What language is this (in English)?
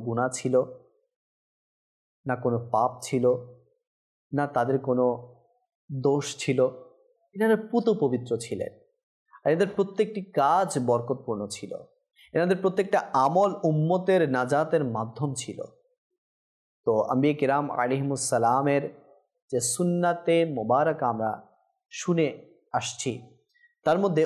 Bangla